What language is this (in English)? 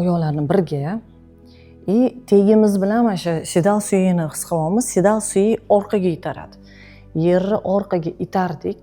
Uzbek